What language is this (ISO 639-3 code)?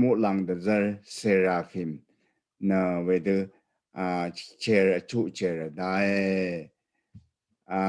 raw